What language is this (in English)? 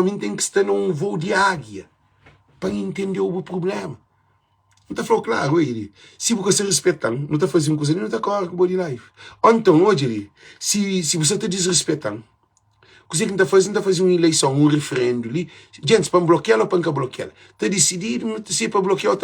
Kabuverdianu